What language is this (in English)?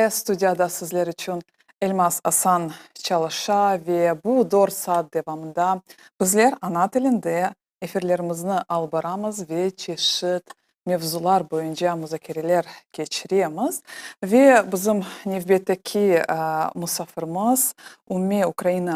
Crimean Tatar